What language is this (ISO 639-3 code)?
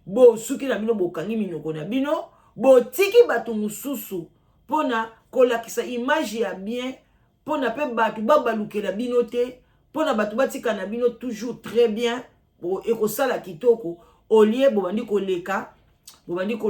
lin